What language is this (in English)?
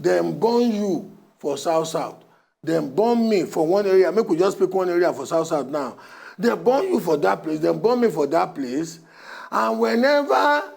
Nigerian Pidgin